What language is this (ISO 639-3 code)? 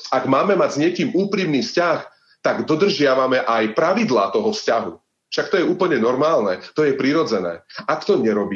slk